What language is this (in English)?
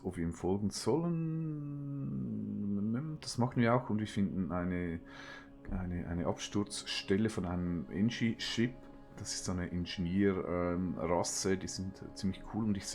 Swiss German